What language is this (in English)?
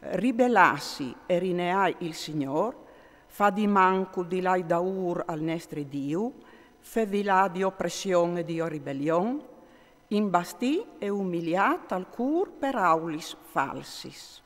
Friulian